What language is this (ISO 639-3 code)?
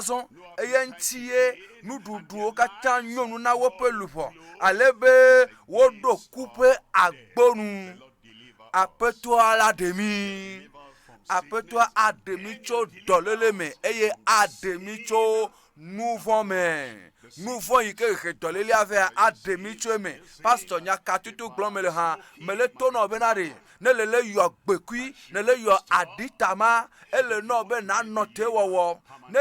ewe